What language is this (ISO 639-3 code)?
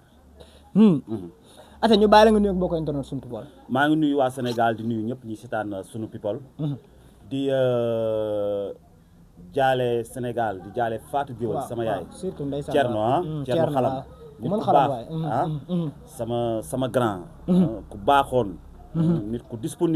wol